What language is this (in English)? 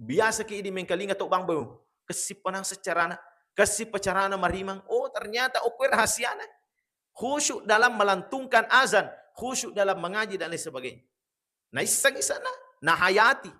Buginese